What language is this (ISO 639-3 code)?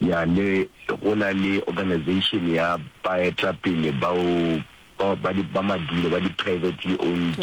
nso